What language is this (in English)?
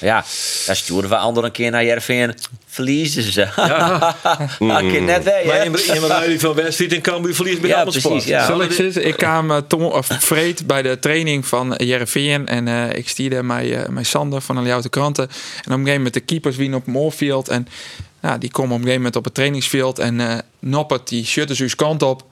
Western Frisian